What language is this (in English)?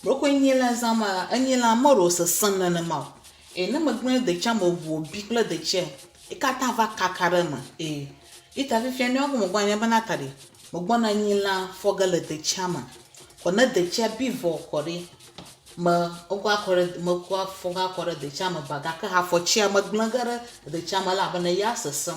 Ewe